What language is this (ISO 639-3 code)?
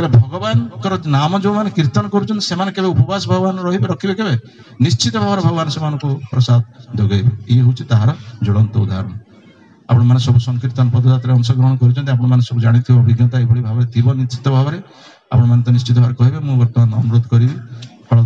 ori